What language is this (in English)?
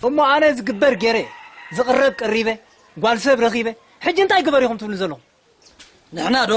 Tigrinya